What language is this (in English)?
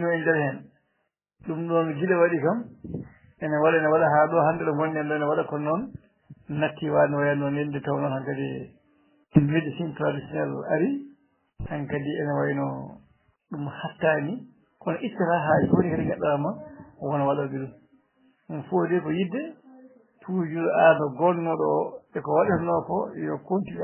Fula